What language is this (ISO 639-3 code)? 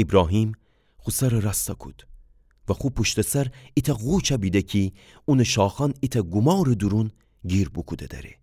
glk